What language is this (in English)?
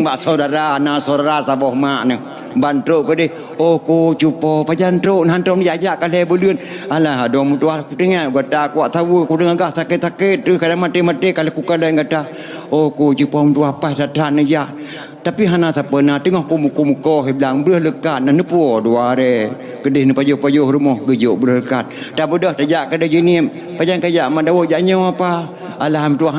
Achinese